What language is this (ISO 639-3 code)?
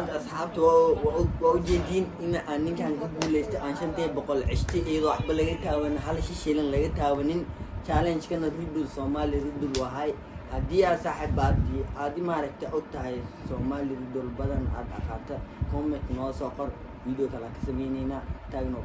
som